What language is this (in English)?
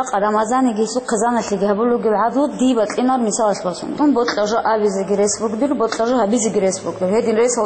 Avaric